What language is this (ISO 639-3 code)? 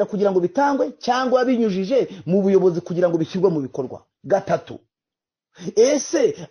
kin